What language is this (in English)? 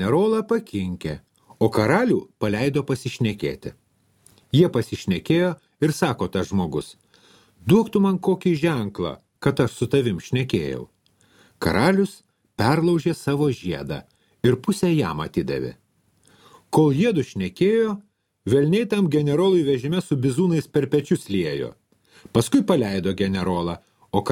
Lithuanian